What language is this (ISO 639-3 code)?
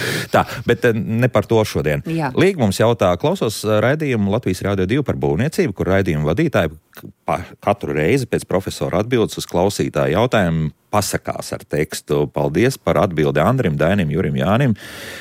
lav